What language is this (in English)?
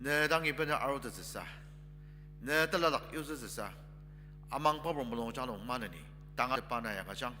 Ao Naga